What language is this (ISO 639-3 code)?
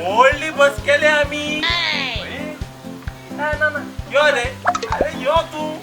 kok